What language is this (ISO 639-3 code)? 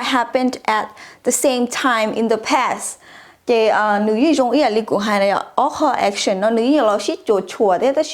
hmn